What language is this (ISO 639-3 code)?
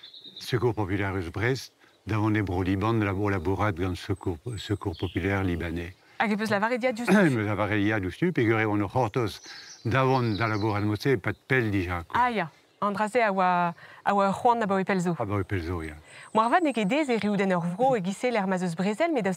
bre